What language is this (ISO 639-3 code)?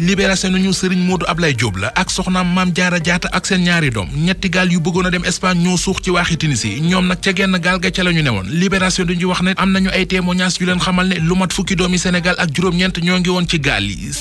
wol